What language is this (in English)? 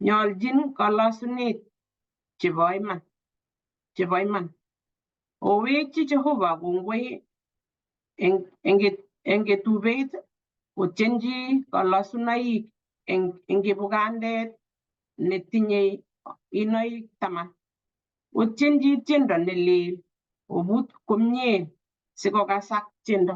Kalenjin